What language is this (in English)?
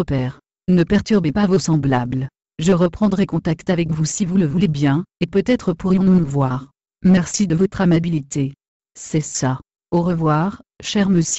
French